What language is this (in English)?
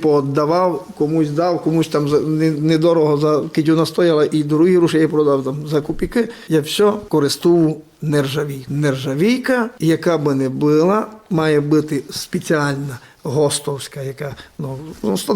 Rusyn